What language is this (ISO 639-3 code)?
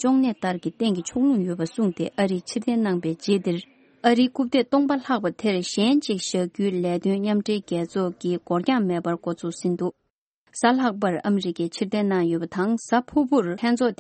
bod